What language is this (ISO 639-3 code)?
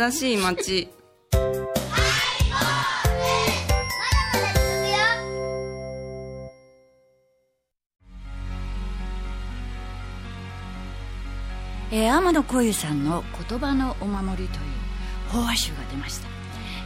jpn